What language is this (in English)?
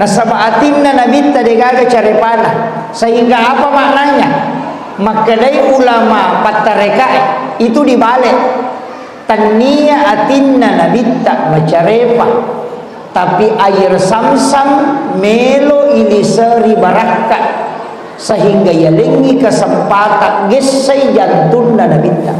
Buginese